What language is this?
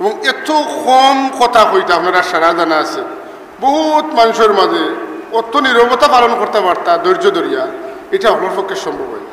Sylheti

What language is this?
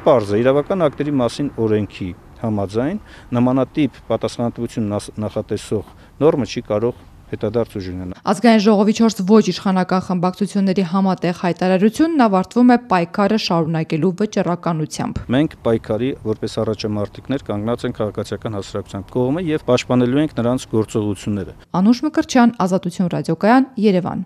Armenian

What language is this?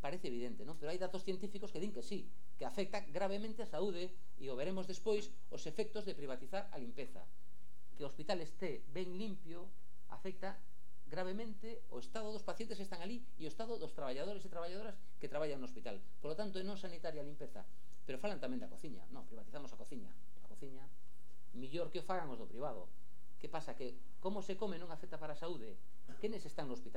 Galician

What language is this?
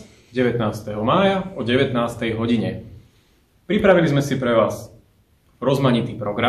Slovak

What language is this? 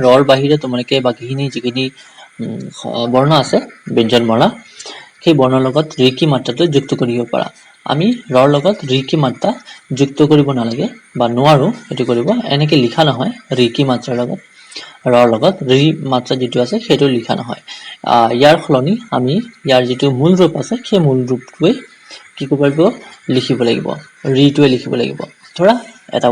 Assamese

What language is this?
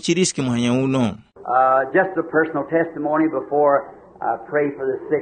Tumbuka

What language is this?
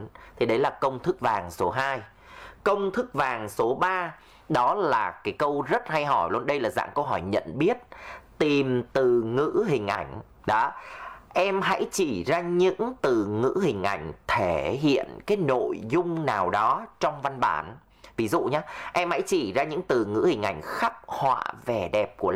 Vietnamese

